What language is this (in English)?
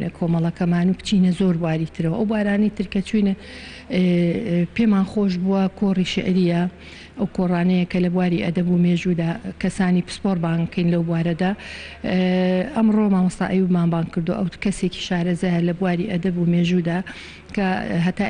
Central Kurdish